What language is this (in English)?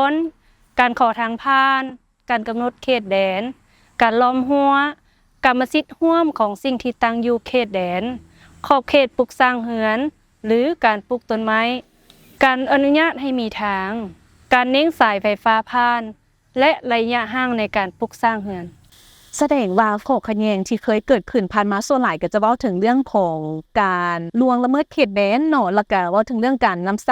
Lao